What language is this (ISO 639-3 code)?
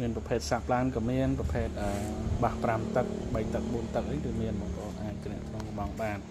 khm